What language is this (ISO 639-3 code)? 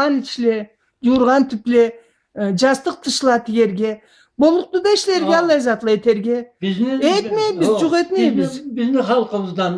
krc